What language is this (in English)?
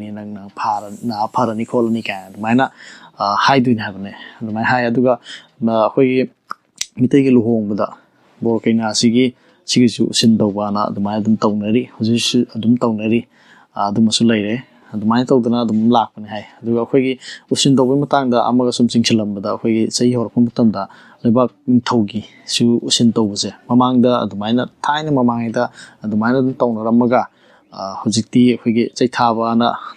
Manipuri